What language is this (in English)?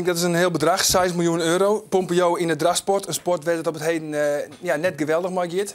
Western Frisian